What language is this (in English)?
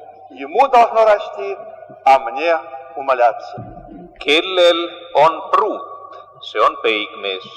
Estonian